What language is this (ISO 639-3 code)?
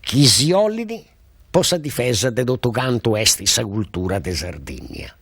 srd